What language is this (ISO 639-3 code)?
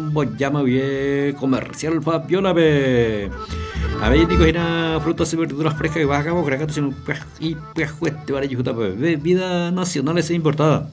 grn